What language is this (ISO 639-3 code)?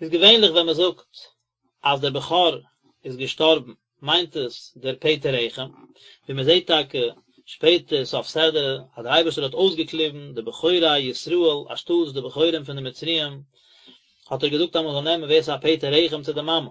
yid